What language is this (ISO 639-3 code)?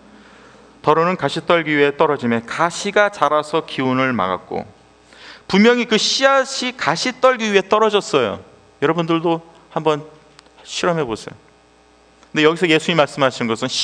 kor